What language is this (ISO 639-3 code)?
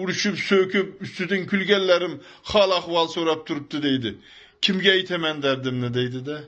uzb